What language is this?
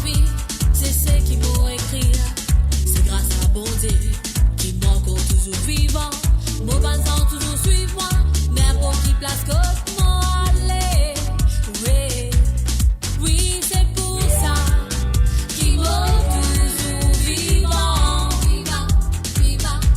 Morisyen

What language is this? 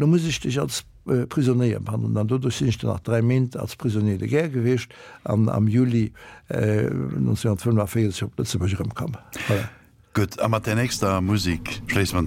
Luxembourgish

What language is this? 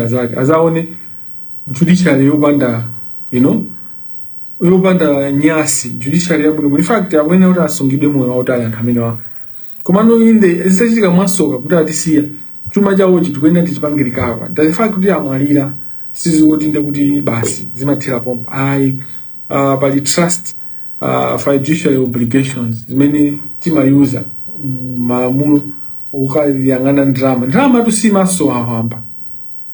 Nyanja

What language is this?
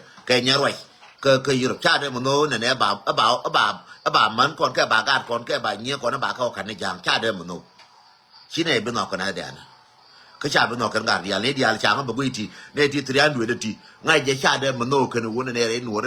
Nuer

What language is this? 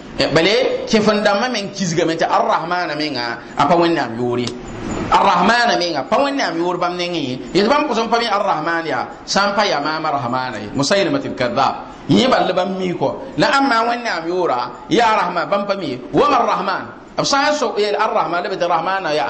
Mossi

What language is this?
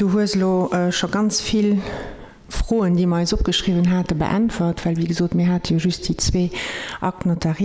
Luxembourgish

